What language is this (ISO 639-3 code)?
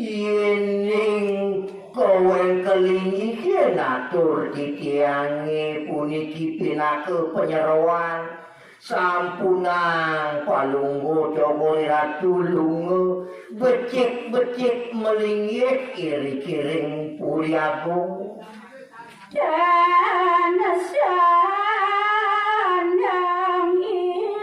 ban